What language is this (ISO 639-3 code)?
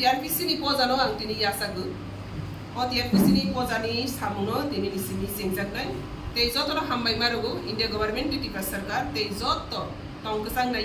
trp